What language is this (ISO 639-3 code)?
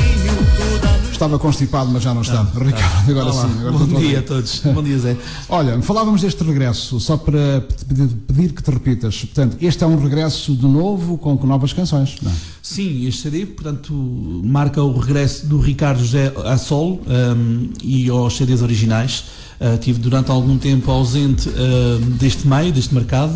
por